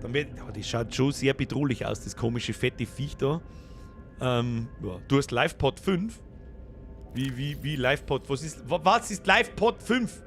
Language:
Bavarian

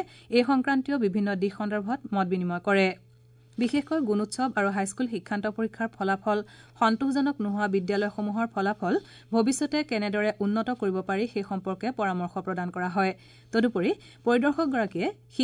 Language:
Assamese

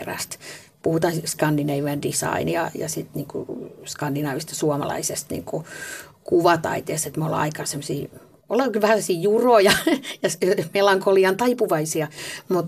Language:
Finnish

